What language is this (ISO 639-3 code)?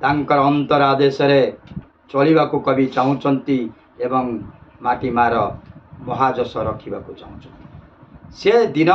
ori